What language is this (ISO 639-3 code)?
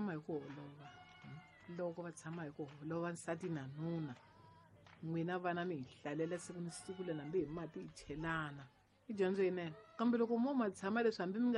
tso